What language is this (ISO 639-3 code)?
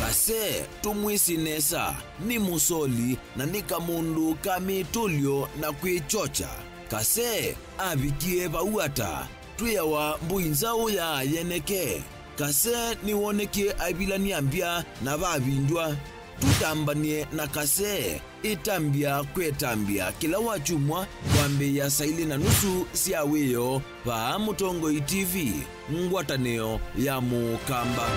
kam